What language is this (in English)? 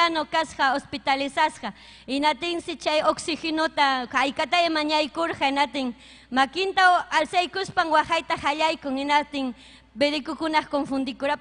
Ayacucho Quechua